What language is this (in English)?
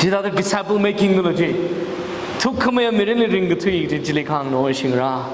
Tangkhul Naga (India)